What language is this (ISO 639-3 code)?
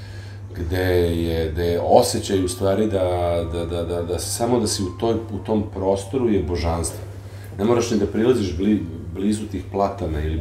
srp